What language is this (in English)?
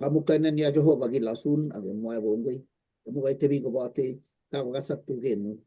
Kalenjin